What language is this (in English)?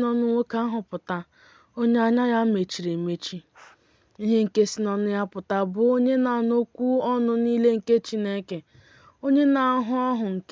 Igbo